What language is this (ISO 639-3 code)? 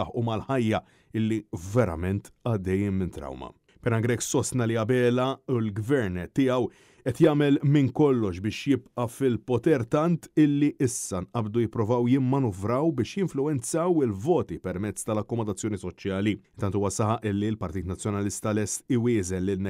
mlt